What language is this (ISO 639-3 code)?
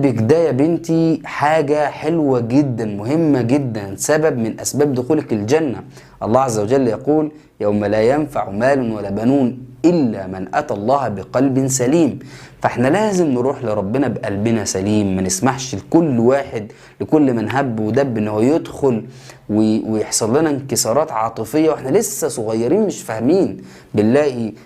arz